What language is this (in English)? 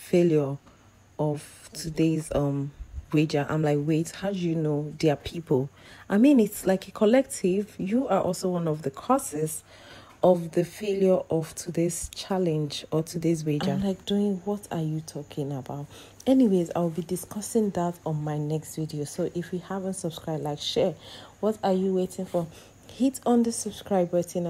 English